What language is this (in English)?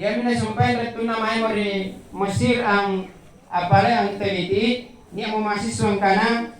Makasar